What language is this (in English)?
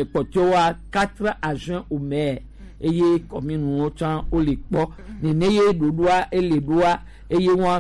Gen